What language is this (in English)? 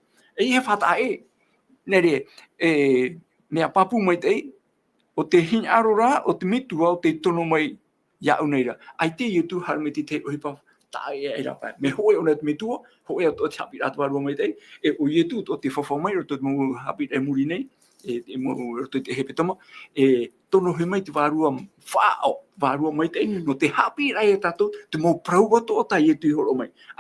Tahitian